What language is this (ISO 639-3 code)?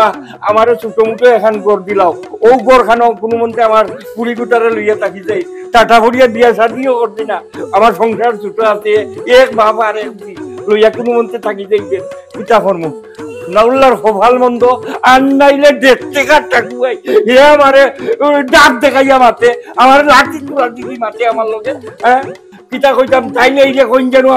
syl